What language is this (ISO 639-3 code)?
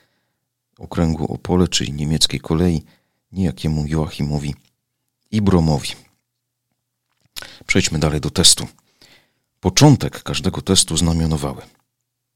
pol